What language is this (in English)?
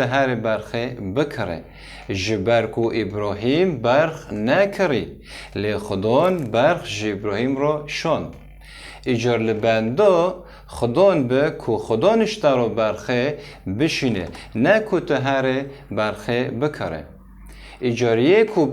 Kurdish